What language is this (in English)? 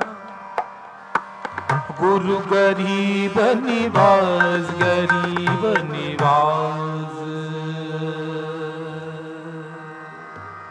Hindi